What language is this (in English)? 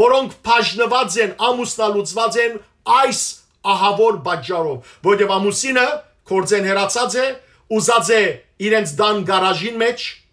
Western Armenian